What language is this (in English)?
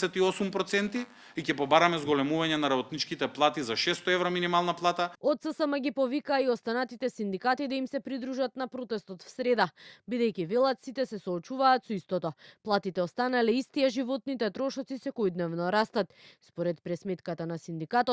Macedonian